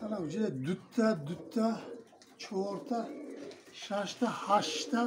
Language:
Tajik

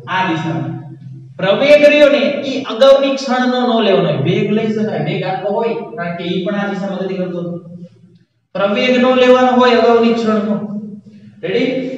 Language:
Gujarati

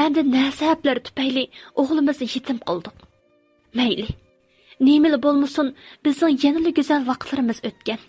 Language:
Uyghur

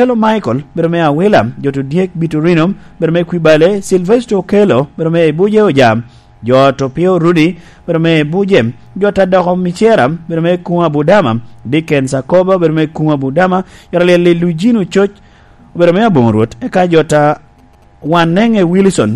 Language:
Lango (Uganda)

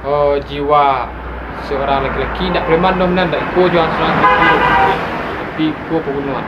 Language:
Minangkabau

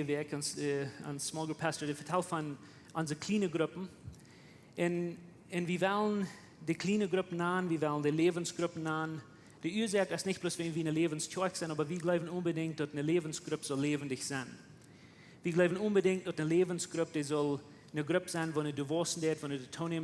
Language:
Plautdietsch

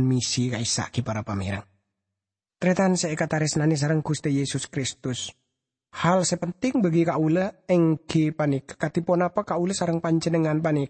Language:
Madurese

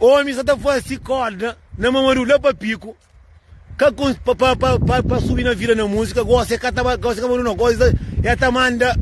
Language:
Kabuverdianu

